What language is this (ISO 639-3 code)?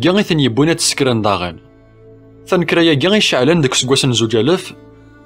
kab